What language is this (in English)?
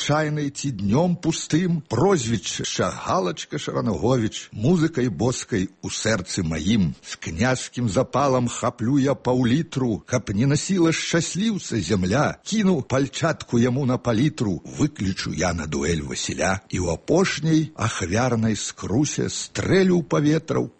Belarusian